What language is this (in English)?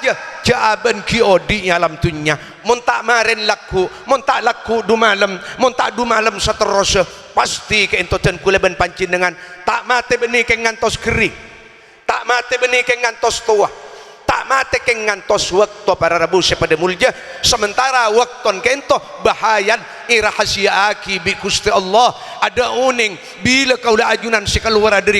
Madurese